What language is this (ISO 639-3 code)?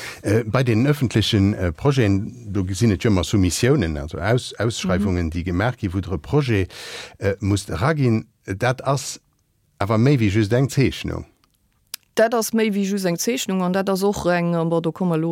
ltz